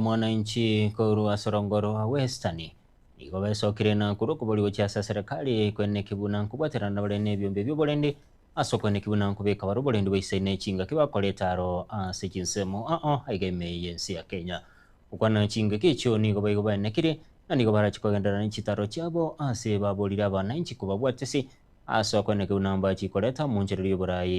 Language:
Gusii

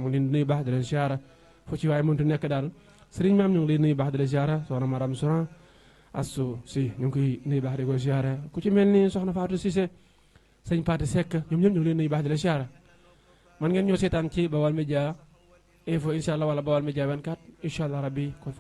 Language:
Wolof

